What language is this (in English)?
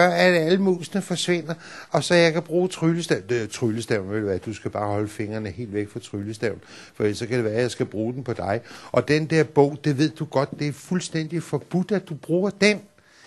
Danish